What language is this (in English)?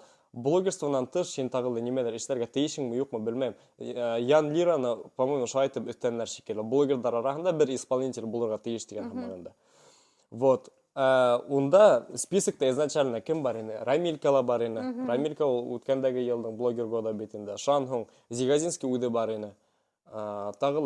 Bashkir